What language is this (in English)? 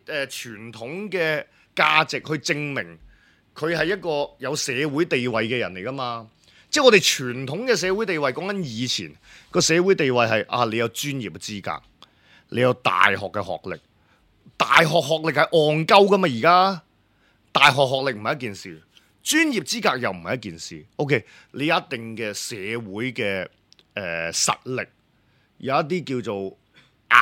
Cantonese